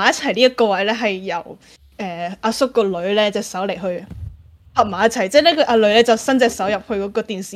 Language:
Cantonese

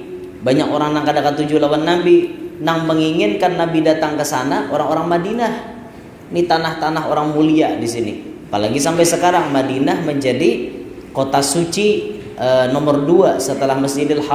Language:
Banjar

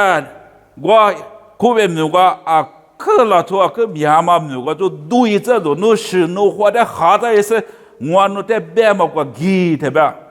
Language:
Lisu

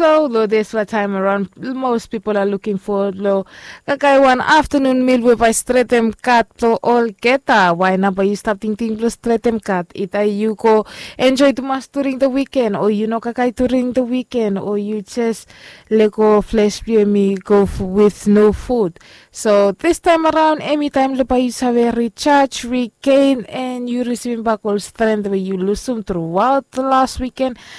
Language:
Bislama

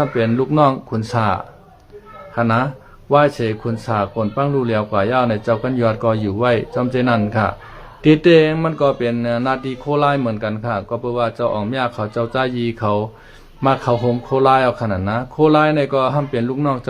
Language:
Shan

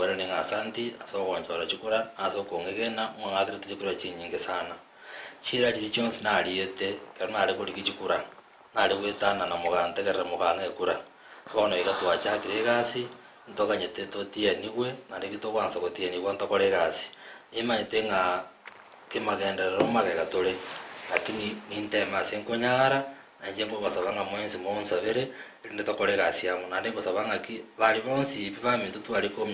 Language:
Gusii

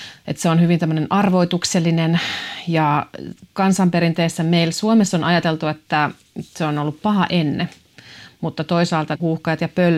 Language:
Finnish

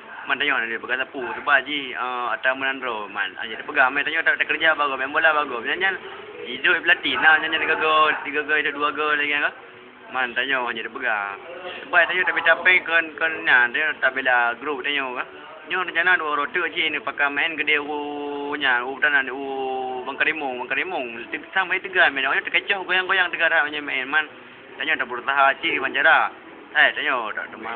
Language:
Achinese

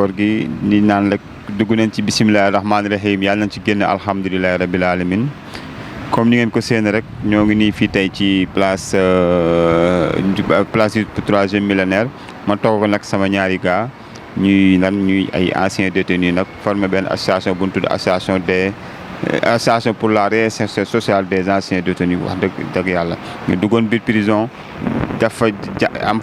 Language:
Wolof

